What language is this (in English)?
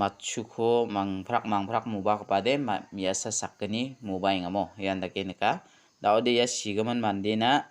Garo